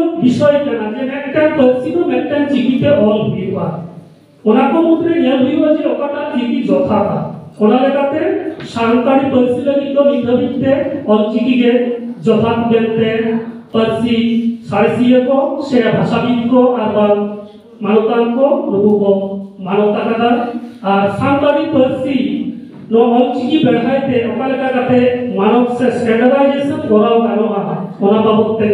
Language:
Santali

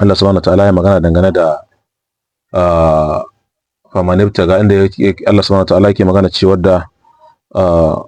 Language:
Hausa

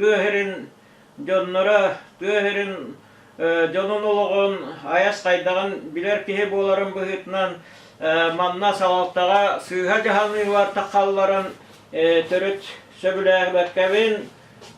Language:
Yakut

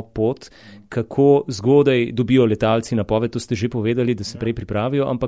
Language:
Slovenian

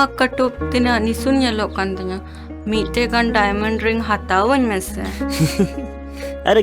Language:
Santali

